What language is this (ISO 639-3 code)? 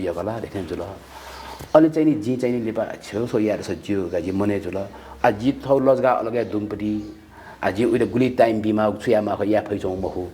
new